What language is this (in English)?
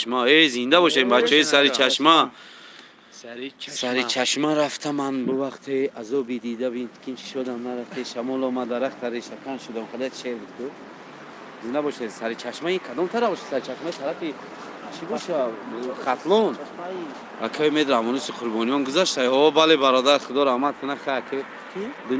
Tajik